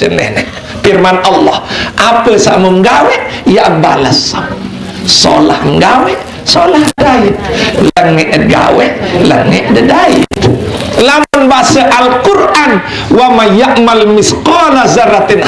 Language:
Sasak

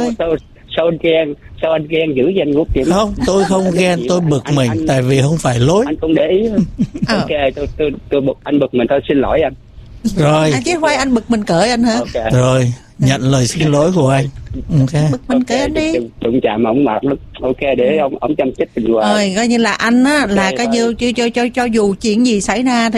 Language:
Vietnamese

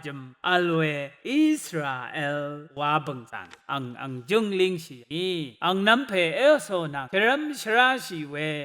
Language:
Rawang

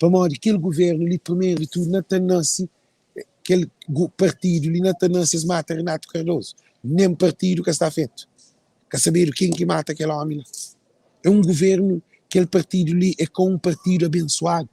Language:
Kabuverdianu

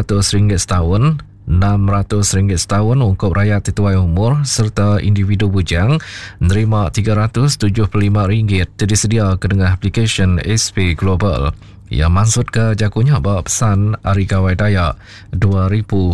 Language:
Iban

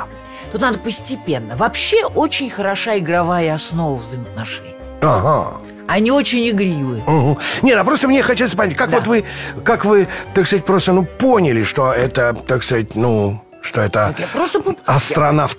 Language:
Russian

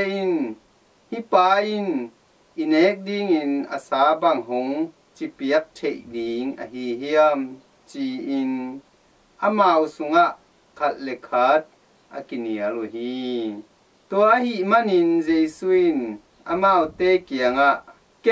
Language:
Tedim Chin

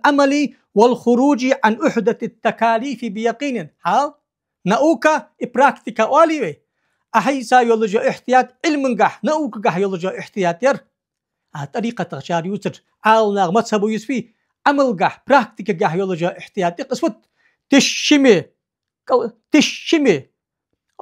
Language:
Ingush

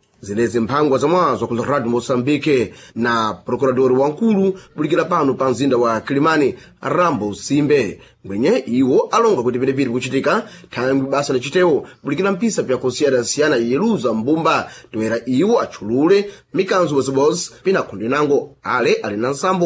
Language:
Sena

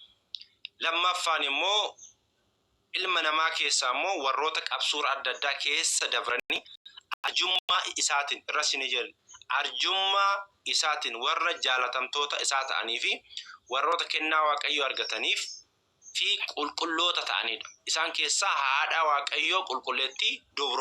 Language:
Oromo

